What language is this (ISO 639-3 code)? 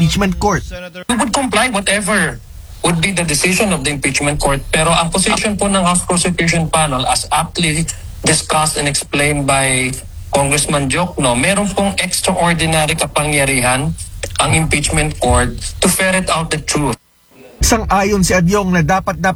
fil